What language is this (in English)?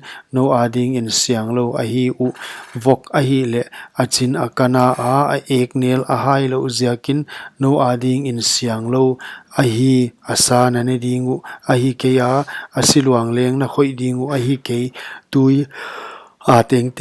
Paite Chin